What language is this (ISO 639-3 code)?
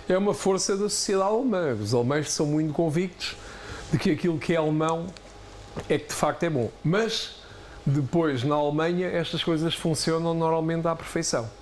por